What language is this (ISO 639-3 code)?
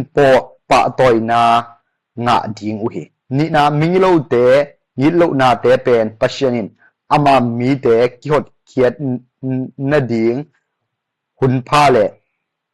ctd